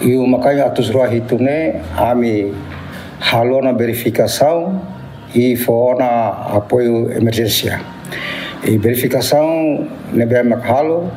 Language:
Tetum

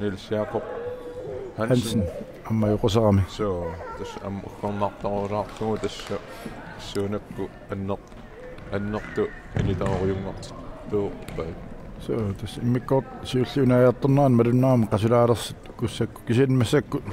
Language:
Kalaallisut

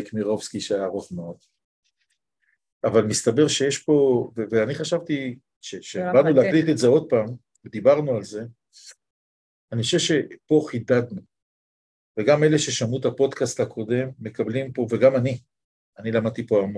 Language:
Hebrew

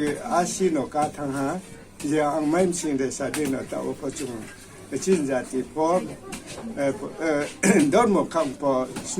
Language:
Riang (India)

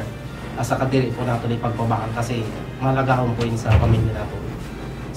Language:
Bikol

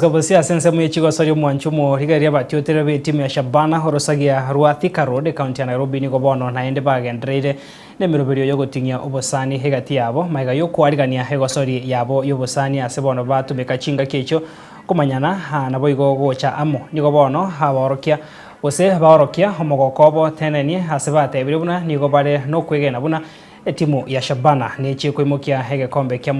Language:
Gusii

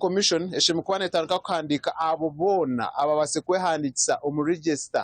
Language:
Nyankole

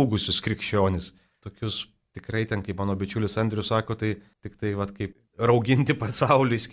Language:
Lithuanian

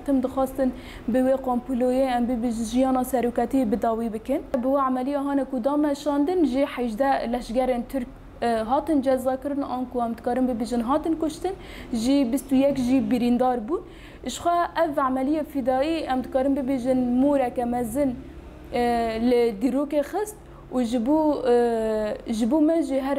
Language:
Kurdish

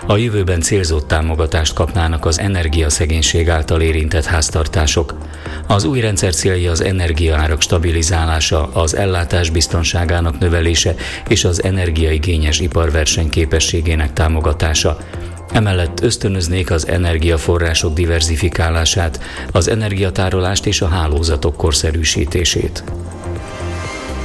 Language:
Hungarian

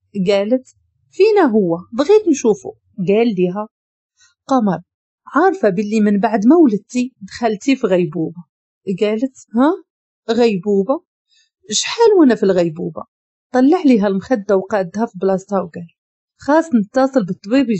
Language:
Moroccan Arabic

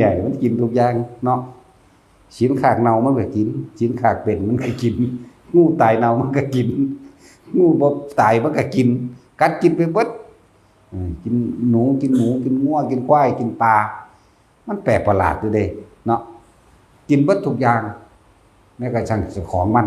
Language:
Northeastern Thai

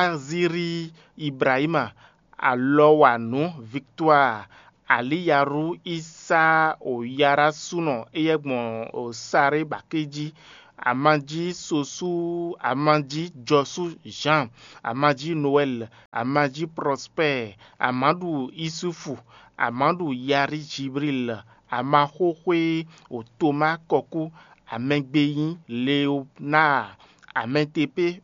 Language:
Fon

